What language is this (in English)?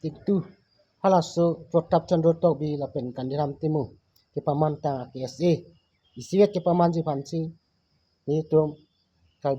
Karbi